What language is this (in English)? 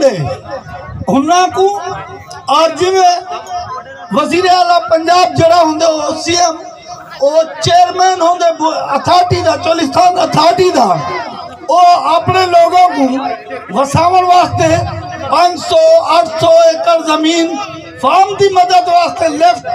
Saraiki